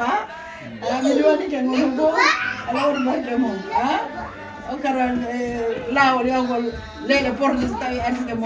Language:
Fula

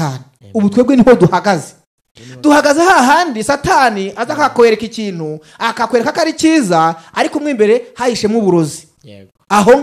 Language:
Kinyarwanda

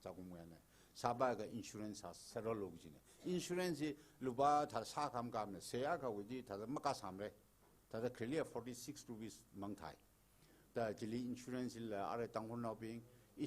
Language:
Tangkhul Naga (India)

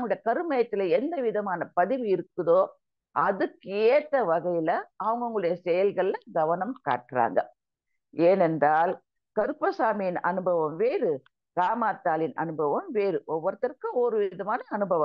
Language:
Tamil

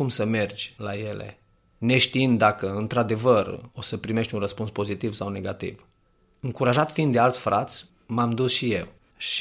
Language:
Romanian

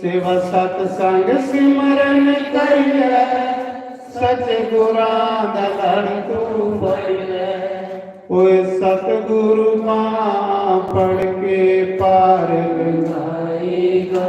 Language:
Dogri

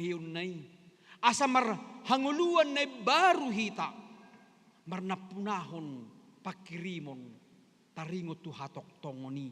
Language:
Batak Toba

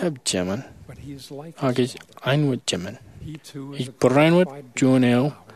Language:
Marshallese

